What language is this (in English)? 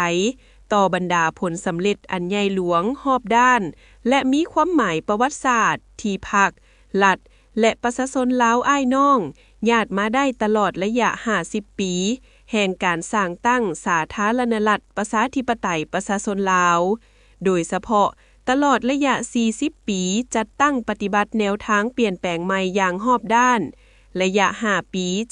Lao